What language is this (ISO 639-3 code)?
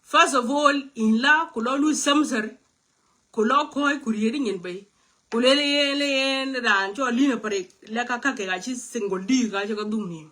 nus